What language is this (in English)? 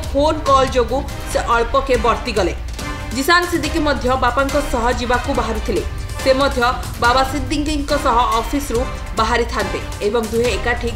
Odia